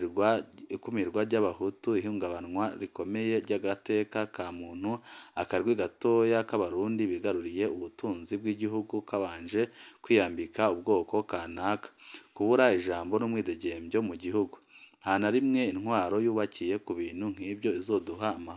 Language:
Rundi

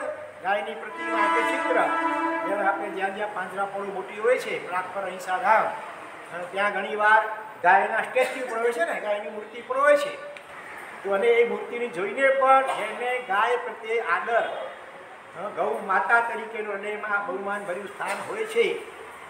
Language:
Gujarati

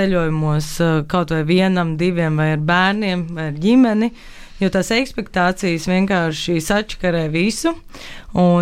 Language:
Latvian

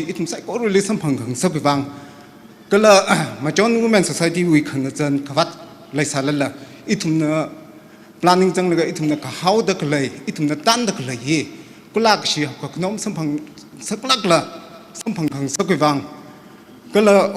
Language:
Tangkhul Naga (India)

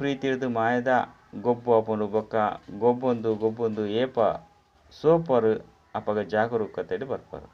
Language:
Tulu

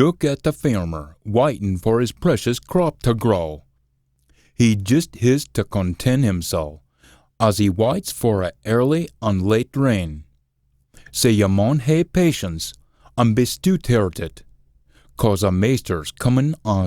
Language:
Scots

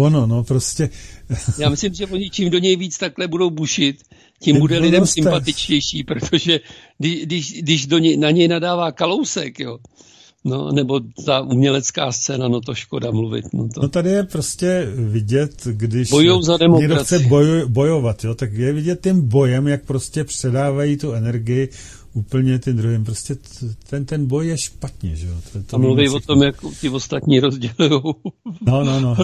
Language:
Czech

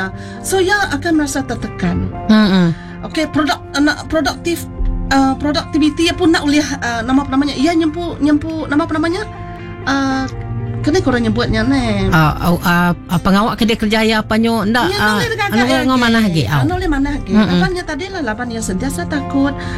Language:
Malay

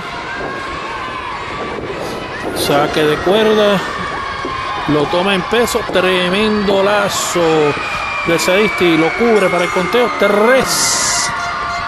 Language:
Spanish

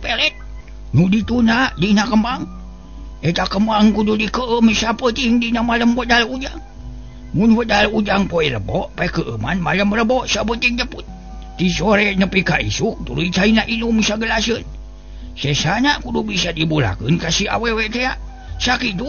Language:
Sundanese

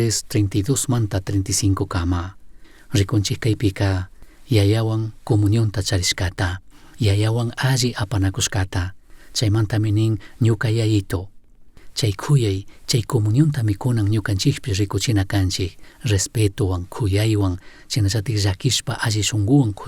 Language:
Chimborazo Highland Quichua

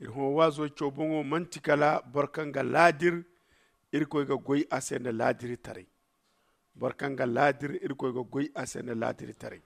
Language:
Zarma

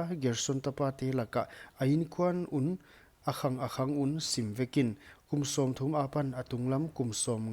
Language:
Paite Chin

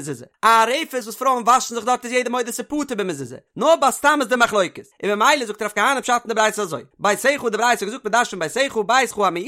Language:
Yiddish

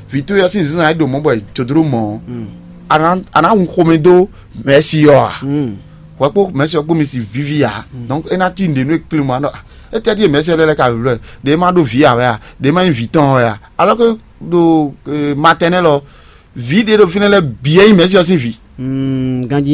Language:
Fon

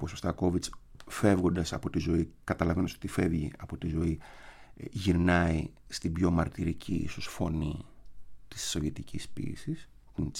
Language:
Greek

